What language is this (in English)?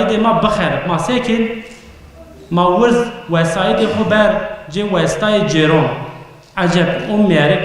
Zaza